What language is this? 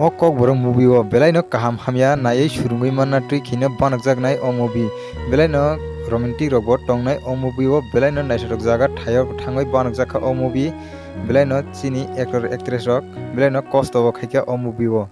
Kok Borok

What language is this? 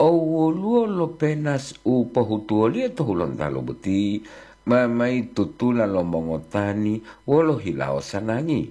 Gorontalo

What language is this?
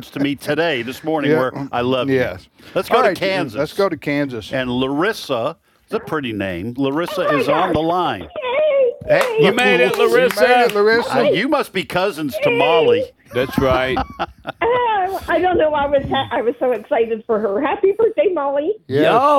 English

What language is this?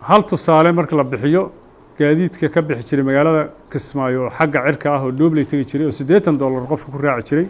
Somali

